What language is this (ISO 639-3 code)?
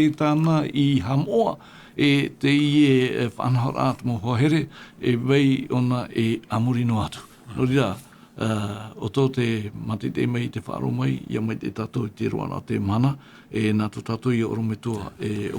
tah